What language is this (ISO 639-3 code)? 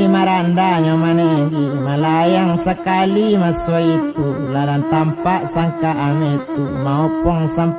min